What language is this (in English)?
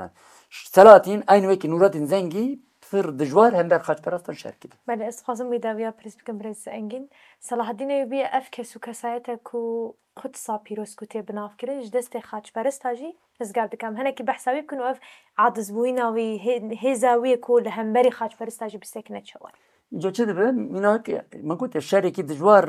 Kurdish